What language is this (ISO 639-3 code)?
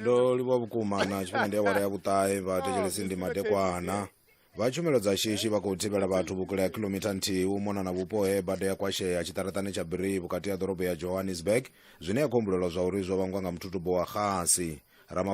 ven